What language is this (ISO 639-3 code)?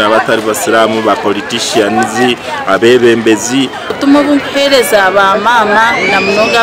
nyn